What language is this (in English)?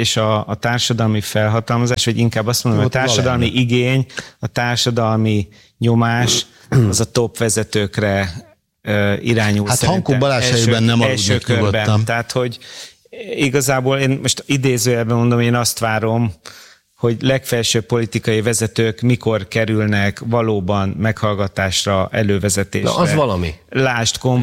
Hungarian